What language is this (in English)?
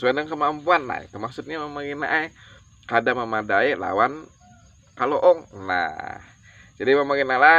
Banjar